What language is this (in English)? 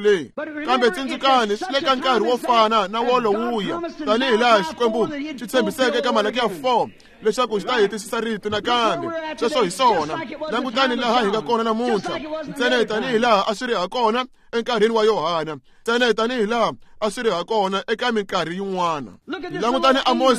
Tsonga